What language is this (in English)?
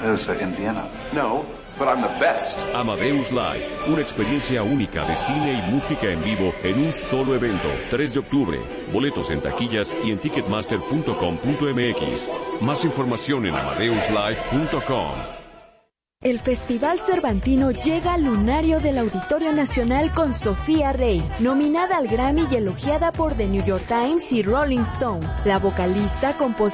Spanish